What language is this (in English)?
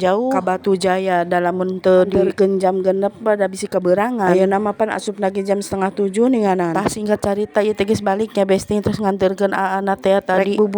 Sundanese